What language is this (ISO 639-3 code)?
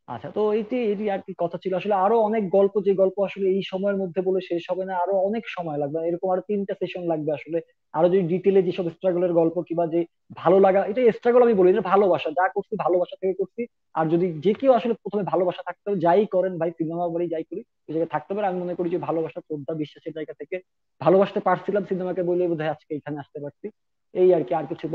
ben